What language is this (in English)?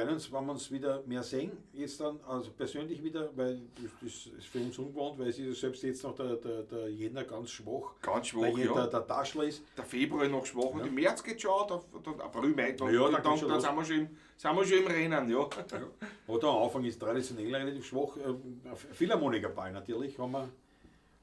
Bavarian